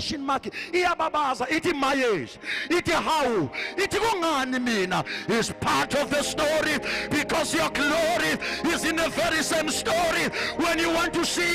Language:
Zulu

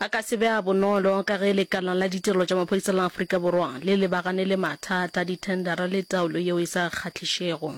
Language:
Northern Sotho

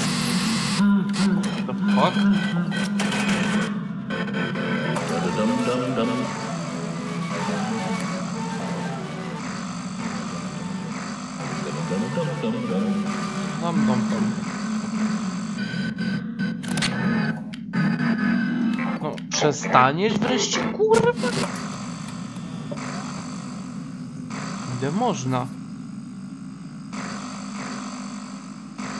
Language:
Polish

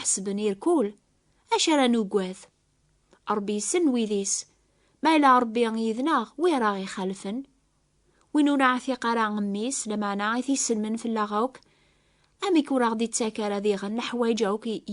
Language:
Kabyle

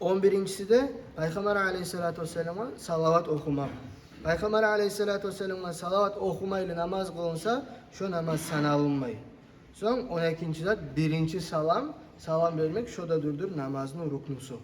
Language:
Kumyk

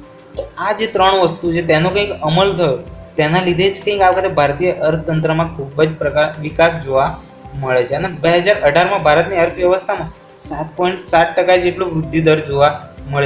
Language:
Gujarati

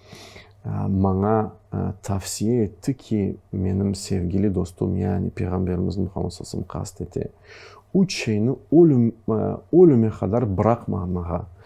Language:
Crimean Tatar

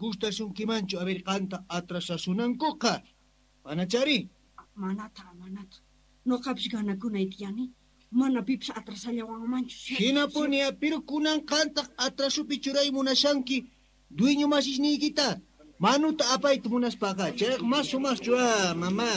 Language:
Quechua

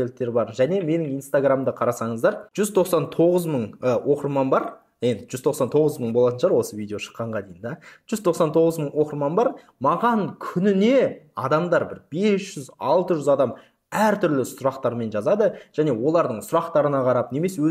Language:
Kazakh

